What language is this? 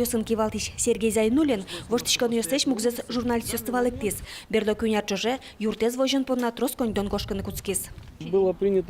Udmurt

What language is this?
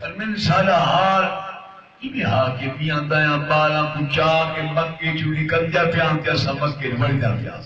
Saraiki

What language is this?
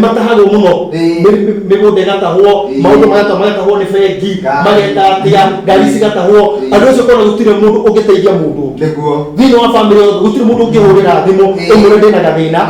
Kikuyu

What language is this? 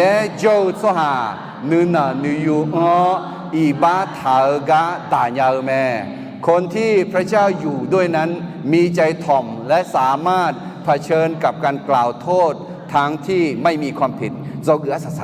Akha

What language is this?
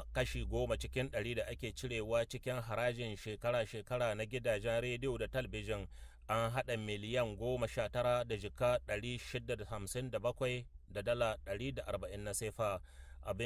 Hausa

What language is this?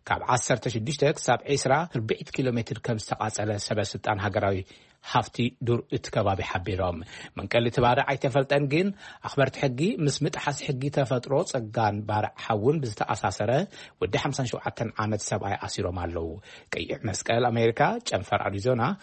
Tigrinya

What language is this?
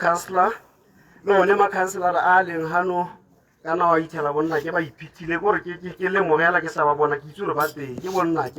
Tswana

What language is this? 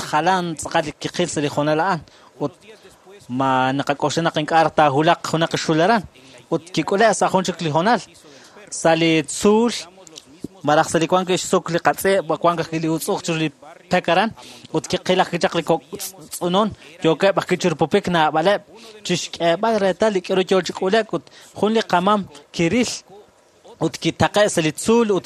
Kekchí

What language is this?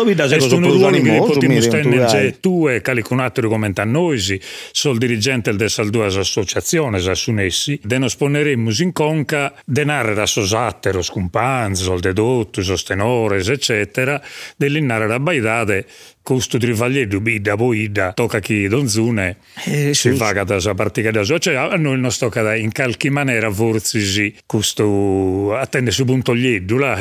Sardinian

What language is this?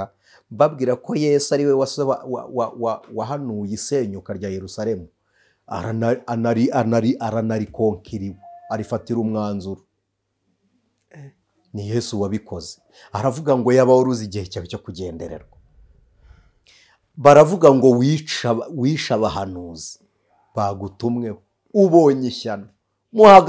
Kinyarwanda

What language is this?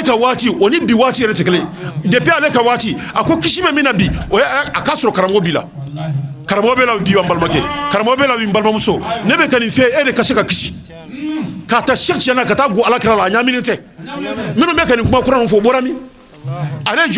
Bambara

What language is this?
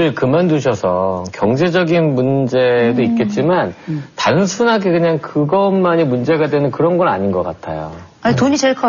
Korean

